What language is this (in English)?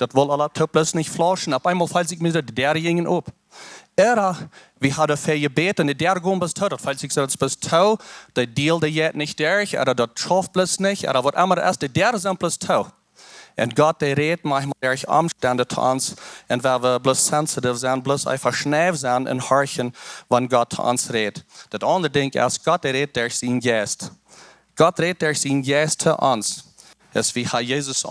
Plautdietsch